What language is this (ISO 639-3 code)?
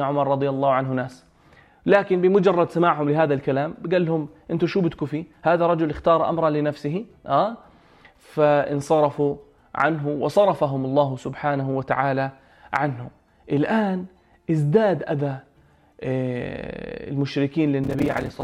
apc